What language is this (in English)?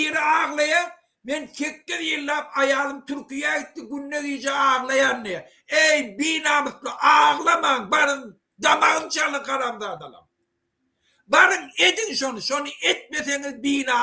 Turkmen